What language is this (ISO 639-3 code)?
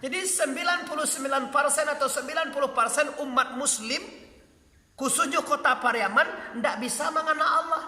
min